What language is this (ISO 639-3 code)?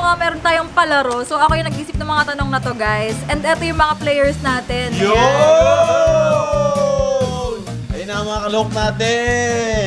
fil